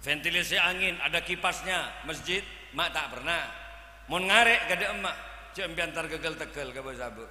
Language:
Madurese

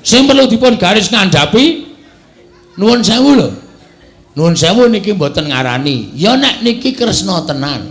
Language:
Javanese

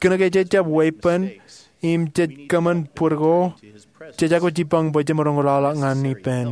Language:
Marshallese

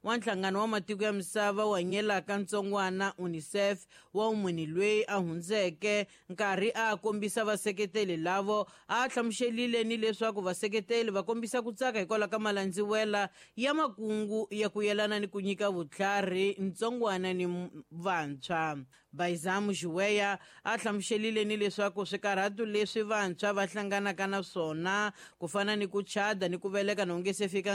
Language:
Tsonga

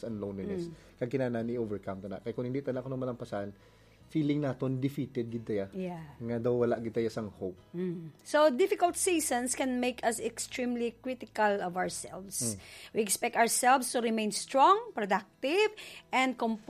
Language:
Hiligaynon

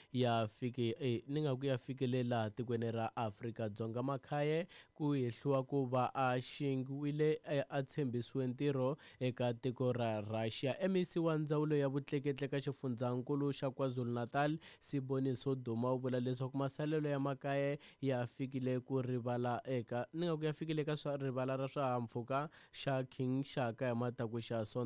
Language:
Tsonga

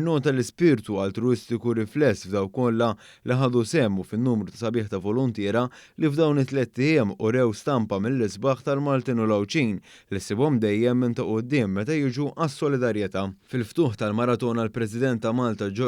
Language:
Maltese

